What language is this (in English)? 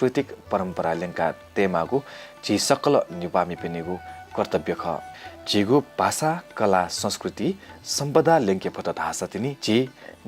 Newari